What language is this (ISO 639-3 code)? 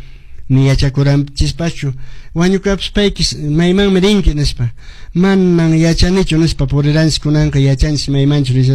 que